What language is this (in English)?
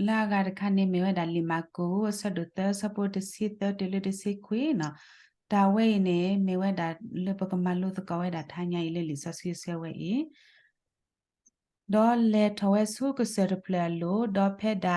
S'gaw Karen